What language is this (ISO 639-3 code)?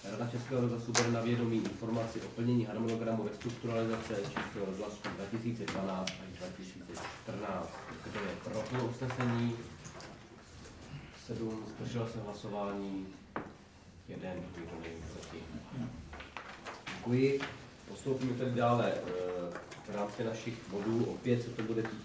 ces